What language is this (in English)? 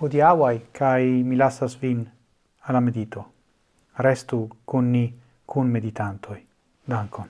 Esperanto